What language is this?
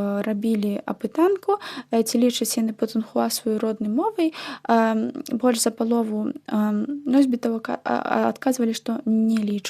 Belarusian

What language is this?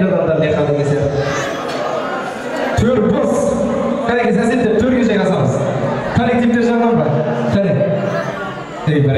Kazakh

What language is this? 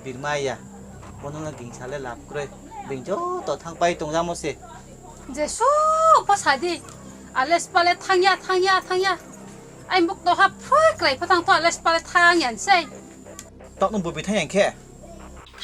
Riang (India)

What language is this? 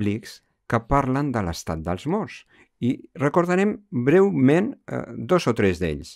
Catalan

